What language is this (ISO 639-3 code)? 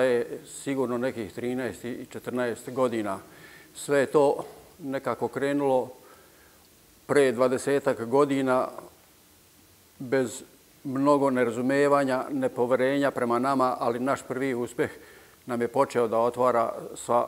srp